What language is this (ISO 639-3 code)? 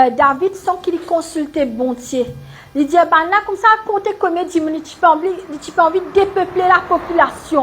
mfe